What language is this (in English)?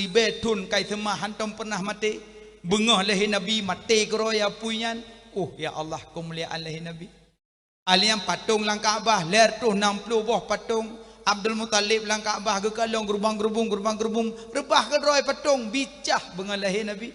Achinese